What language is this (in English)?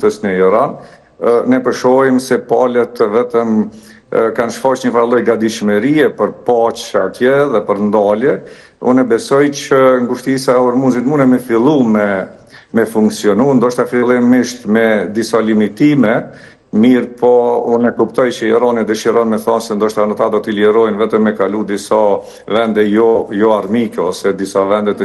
Albanian